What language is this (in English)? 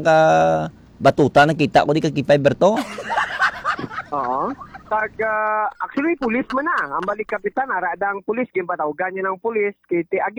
Hiligaynon